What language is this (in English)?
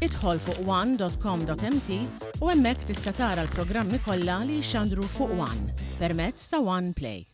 Maltese